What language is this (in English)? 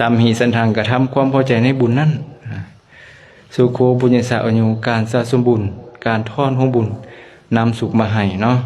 Lao